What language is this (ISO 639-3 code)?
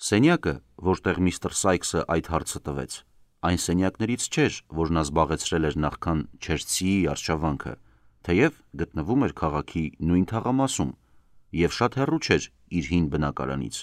hye